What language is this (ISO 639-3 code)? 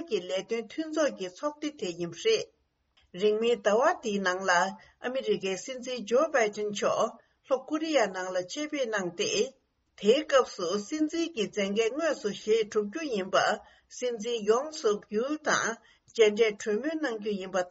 bod